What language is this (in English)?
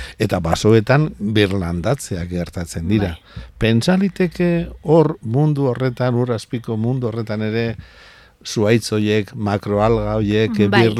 Basque